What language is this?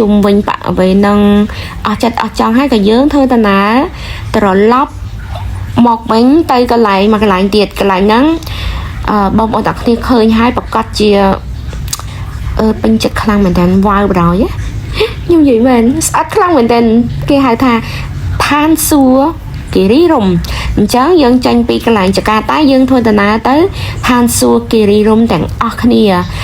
Khmer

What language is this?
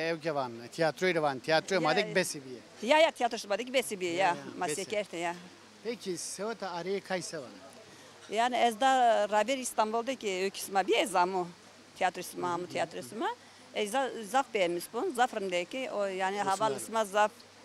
Zaza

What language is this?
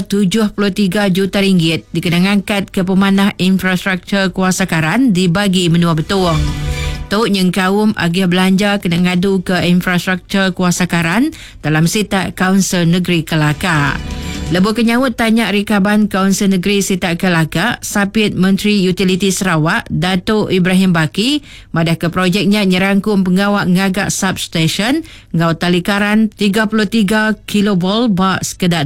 Iban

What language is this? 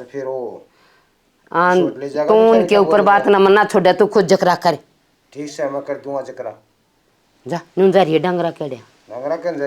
Haryanvi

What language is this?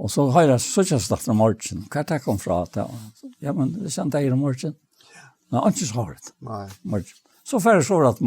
Faroese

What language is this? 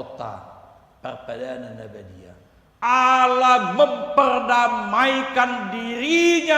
Batak Toba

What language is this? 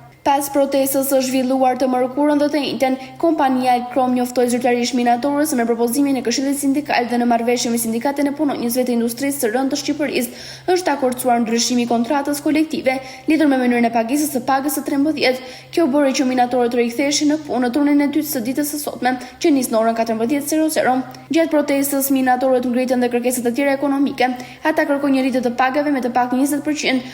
Albanian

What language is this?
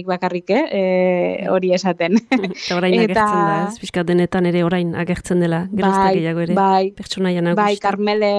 Basque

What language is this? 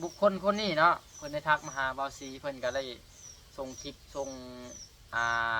Lao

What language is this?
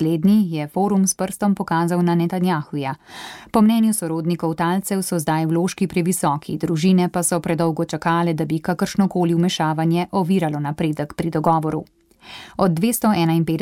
Slovenian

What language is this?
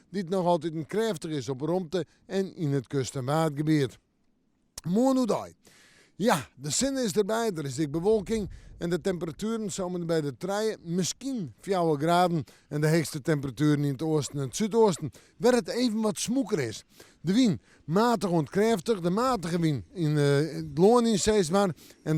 Western Frisian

